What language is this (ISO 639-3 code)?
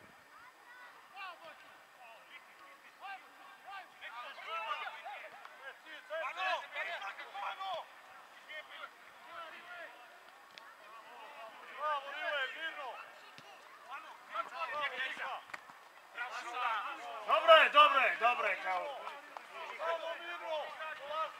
srp